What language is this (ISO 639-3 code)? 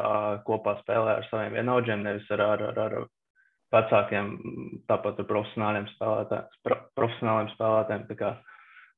lav